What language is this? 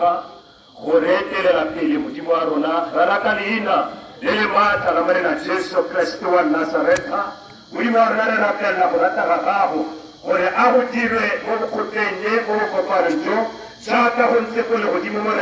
Tswana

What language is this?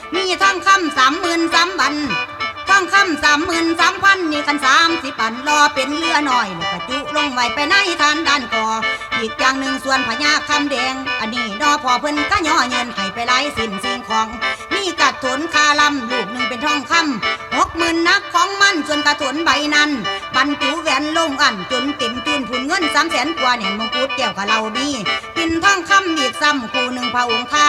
Northeastern Thai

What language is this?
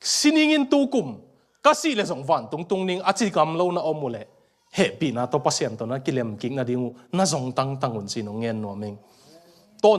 Tedim Chin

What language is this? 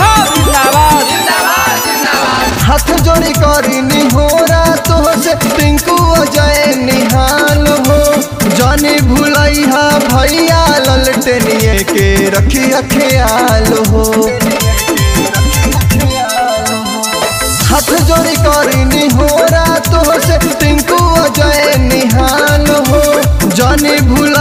Bhojpuri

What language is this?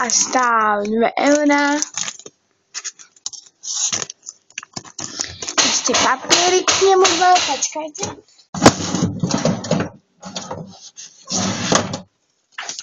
Slovak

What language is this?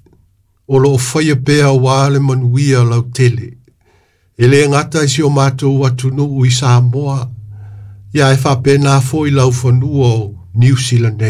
Samoan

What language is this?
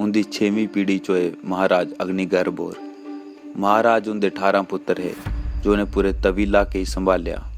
Dogri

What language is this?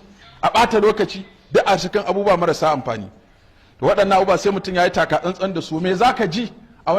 Hausa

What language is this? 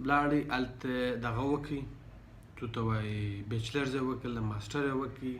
Pashto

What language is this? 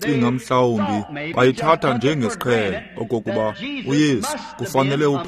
Xhosa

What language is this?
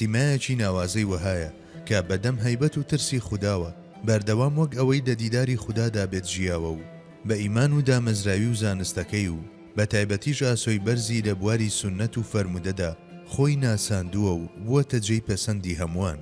Central Kurdish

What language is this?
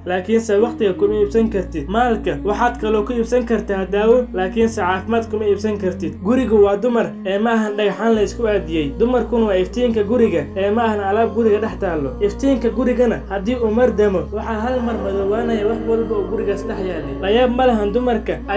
Somali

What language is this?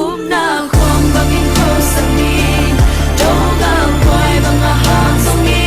Tedim Chin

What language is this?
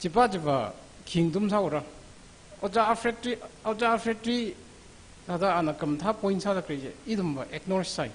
Tangkhul Naga (India)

